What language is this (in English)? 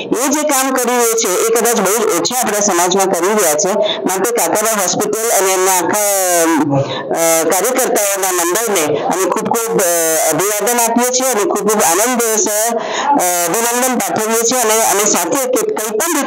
Gujarati